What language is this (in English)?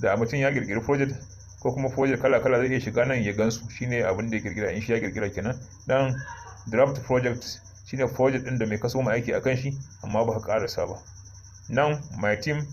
Hausa